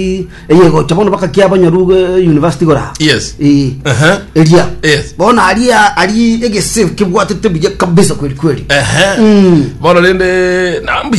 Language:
Gusii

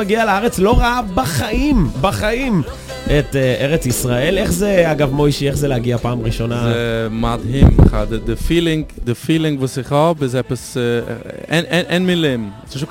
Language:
Hebrew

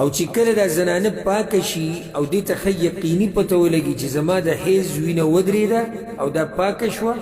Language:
Pashto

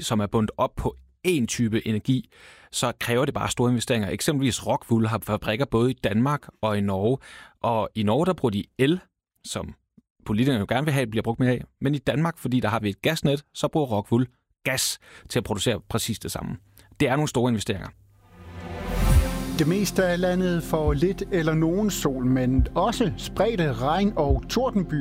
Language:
Danish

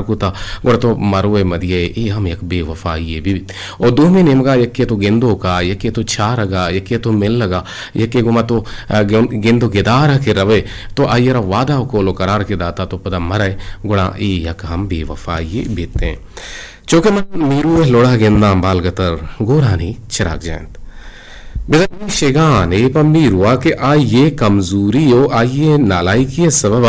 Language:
Eastern Balochi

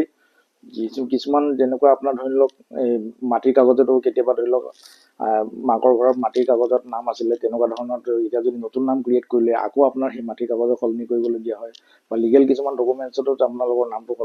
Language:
Assamese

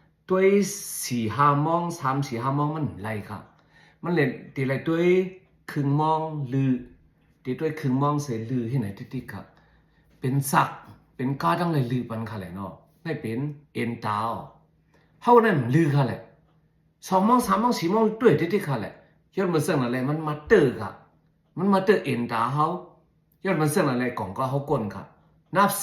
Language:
Shan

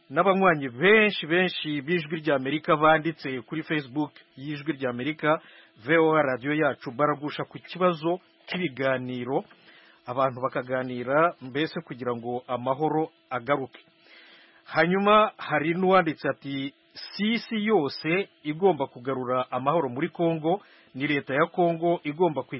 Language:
Kinyarwanda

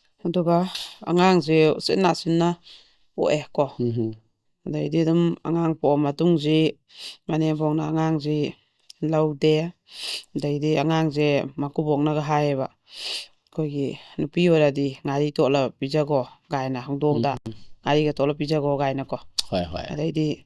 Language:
Manipuri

